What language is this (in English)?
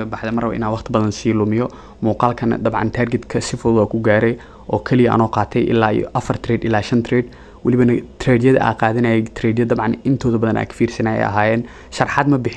Somali